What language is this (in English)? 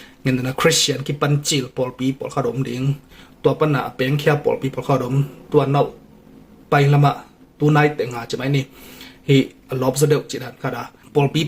Tedim Chin